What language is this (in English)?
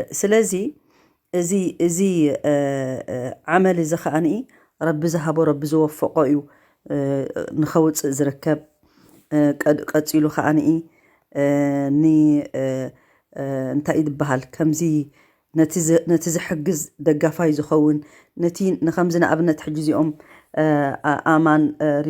Tigrinya